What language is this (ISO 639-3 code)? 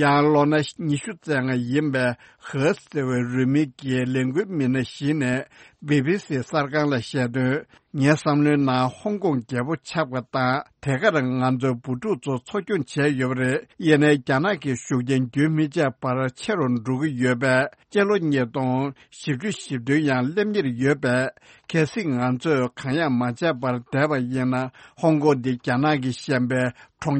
bod